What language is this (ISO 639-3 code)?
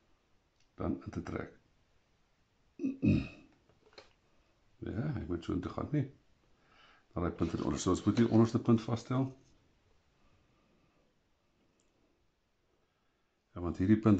afr